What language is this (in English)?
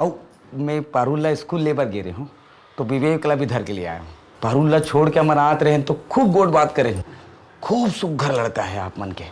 Chhattisgarhi